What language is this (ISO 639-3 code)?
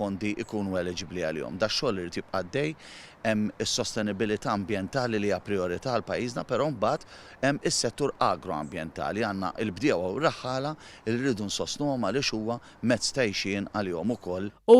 mlt